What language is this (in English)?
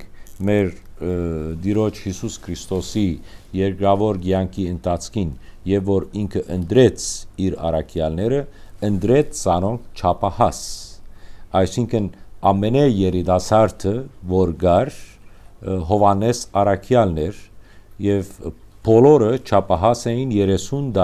Western Armenian